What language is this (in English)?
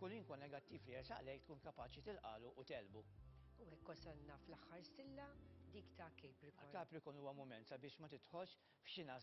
Maltese